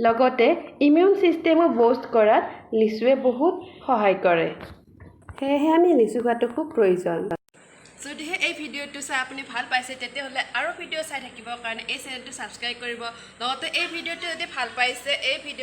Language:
Assamese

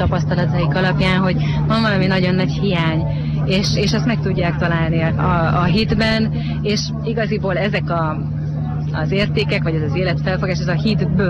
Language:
Hungarian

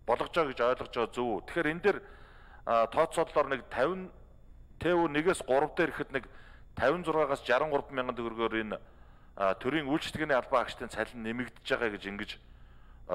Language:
Mongolian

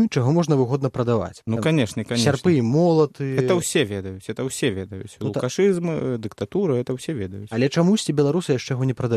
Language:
Belarusian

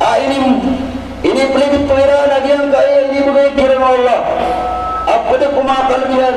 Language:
Maranao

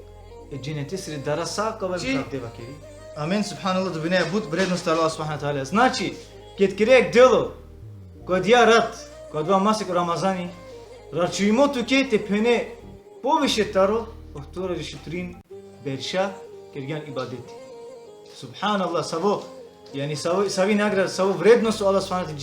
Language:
Balkan Romani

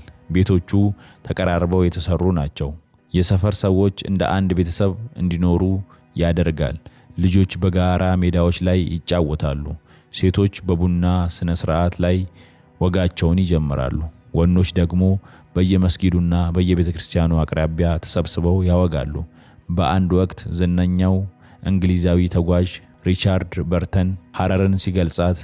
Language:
Amharic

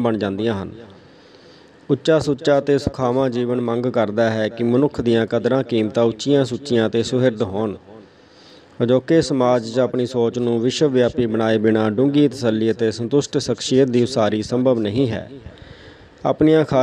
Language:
Punjabi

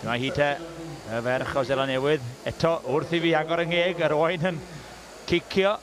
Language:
Welsh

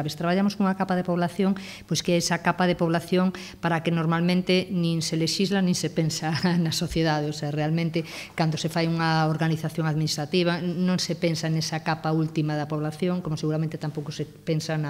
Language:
Galician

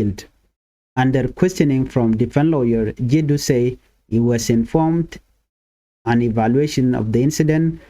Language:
Nuer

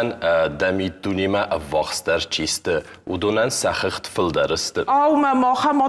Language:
Ossetic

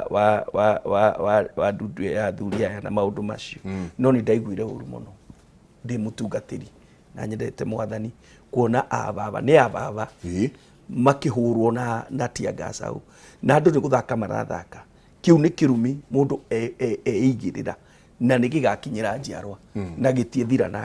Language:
Kikuyu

